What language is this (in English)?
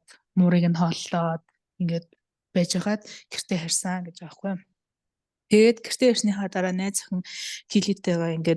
Mongolian